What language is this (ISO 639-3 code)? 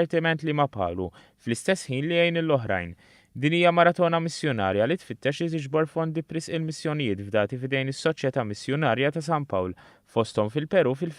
mlt